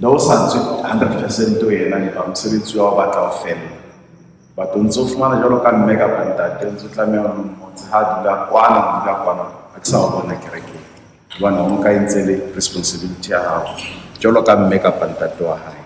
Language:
Southern Sotho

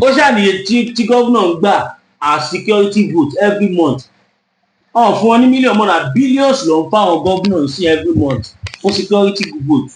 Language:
Yoruba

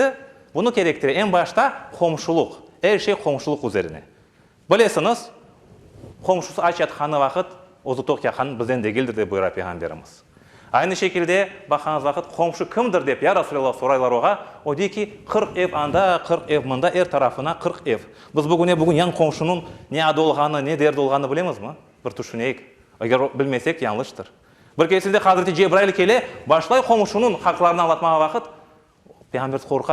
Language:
Crimean Tatar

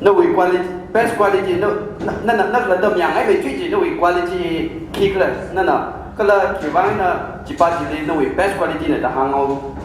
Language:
Tangkhul Naga (India)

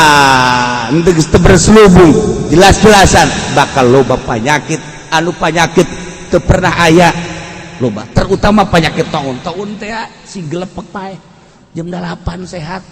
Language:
Sundanese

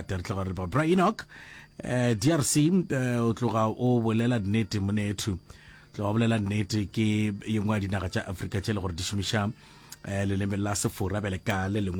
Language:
Northern Sotho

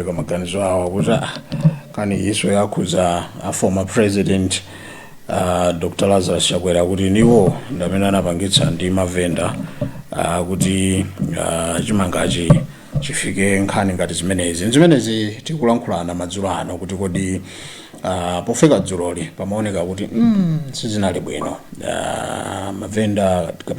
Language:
Nyanja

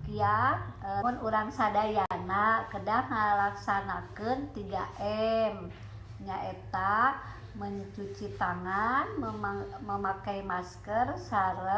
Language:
Sundanese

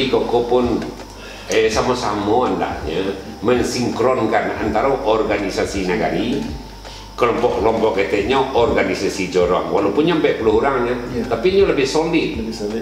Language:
Minangkabau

